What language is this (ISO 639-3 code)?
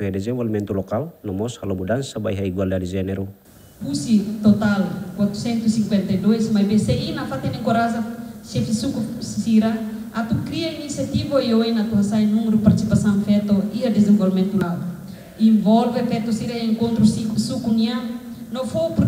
tet